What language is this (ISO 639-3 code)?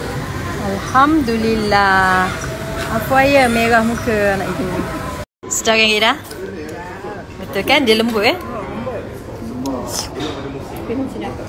msa